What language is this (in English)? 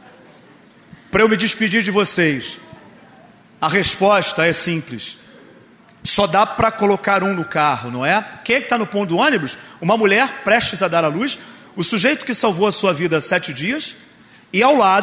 Portuguese